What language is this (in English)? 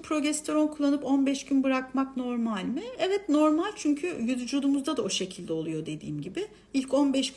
Turkish